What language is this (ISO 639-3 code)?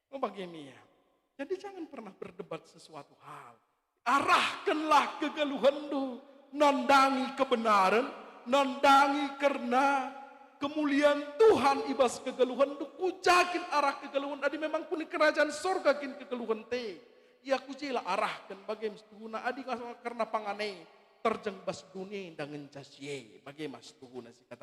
btx